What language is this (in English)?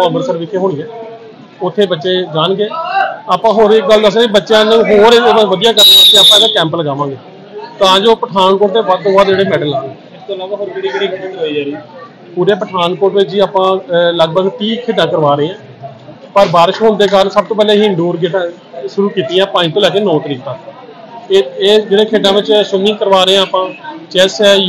Punjabi